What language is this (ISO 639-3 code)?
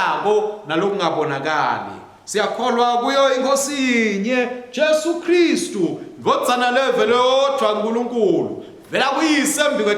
ssw